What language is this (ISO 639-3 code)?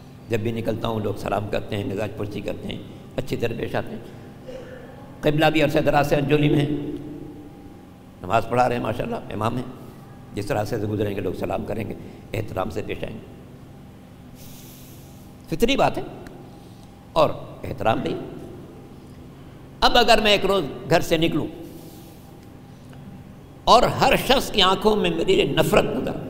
urd